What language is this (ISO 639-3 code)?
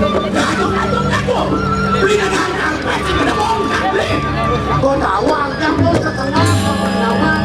ban